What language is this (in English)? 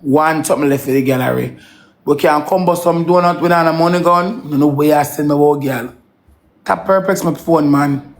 Jamaican Creole English